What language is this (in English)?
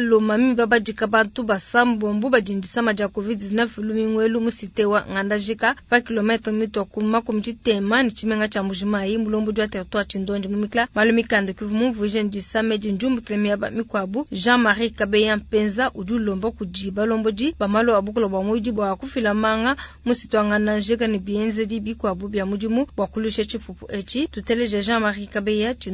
Luba-Lulua